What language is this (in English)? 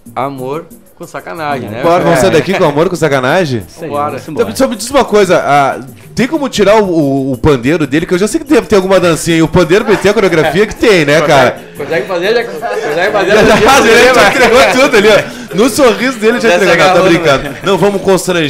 Portuguese